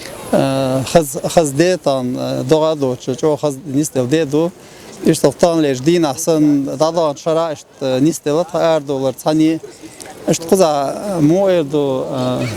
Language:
Chechen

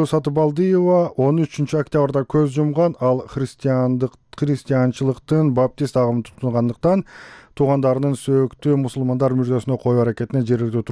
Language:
Kyrgyz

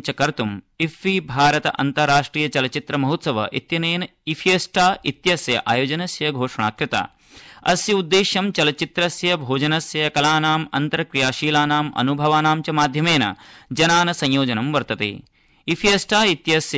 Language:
Sanskrit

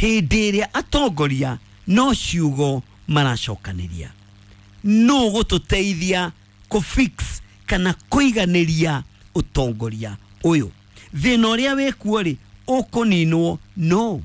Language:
Kikuyu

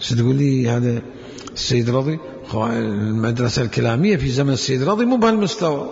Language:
Mesopotamian Arabic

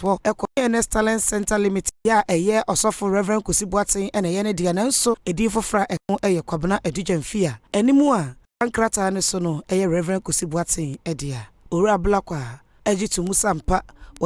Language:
Akan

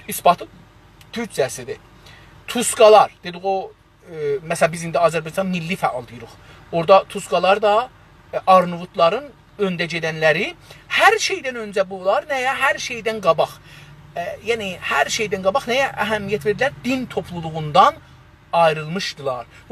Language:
South Azerbaijani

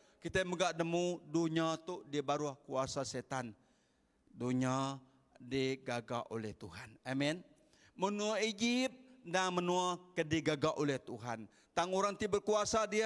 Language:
Iban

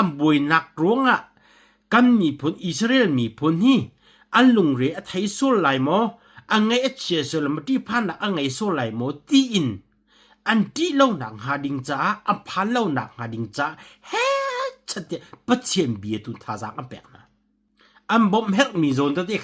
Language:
Hakha Chin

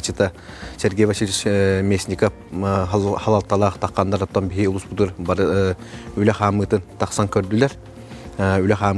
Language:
Yakut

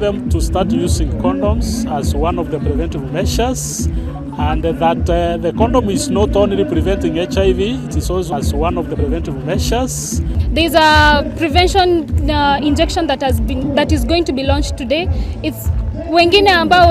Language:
Gusii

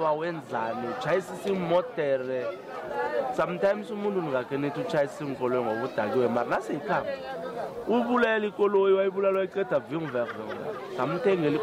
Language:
South Ndebele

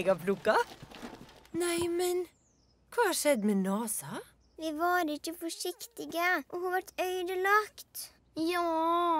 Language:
Norwegian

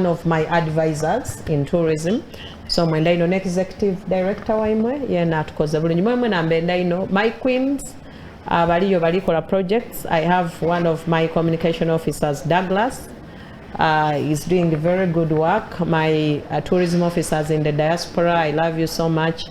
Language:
Soga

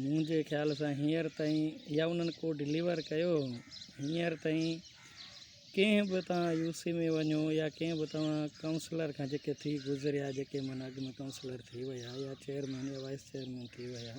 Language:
Sindhi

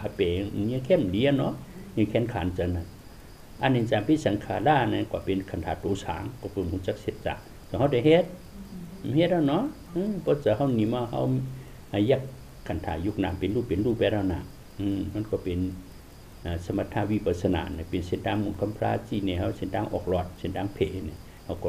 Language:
Shan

